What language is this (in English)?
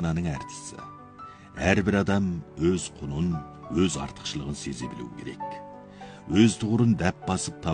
Kazakh